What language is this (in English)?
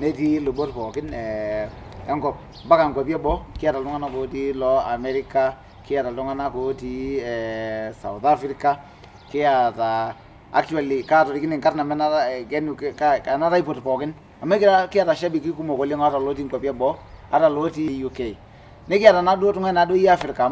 Masai